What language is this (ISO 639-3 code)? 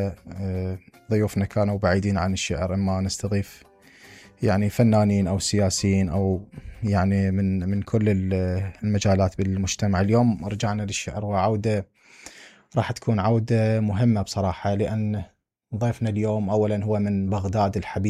acm